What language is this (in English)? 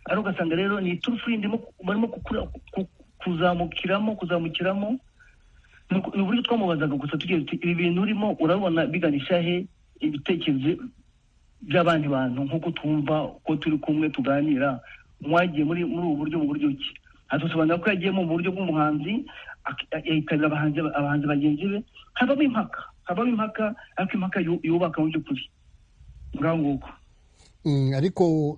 Kinyarwanda